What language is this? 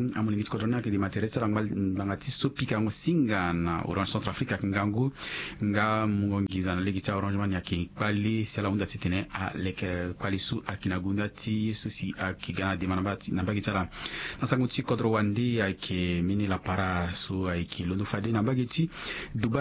Sango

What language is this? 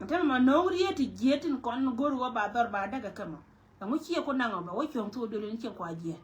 Nuer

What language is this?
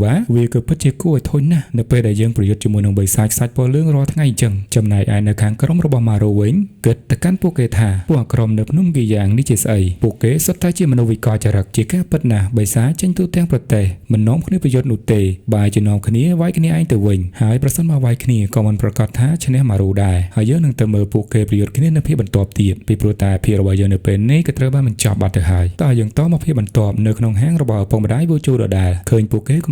Khmer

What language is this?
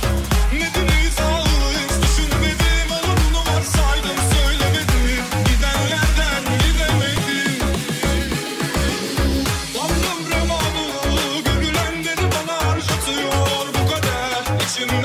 Turkish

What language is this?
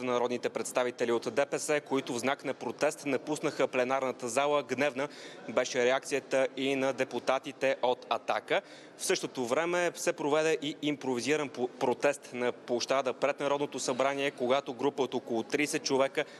Bulgarian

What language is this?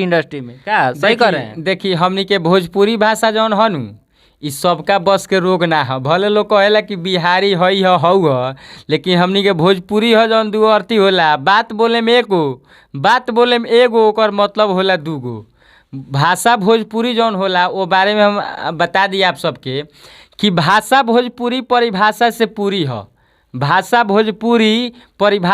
Bhojpuri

